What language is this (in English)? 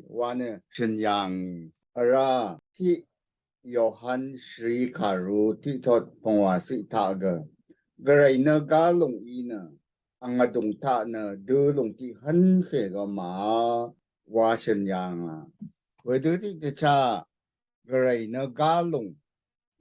Rawang